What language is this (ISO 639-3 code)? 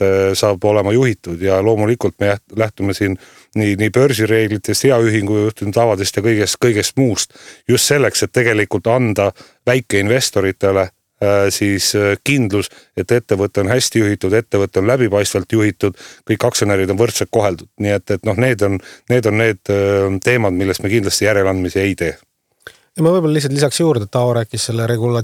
est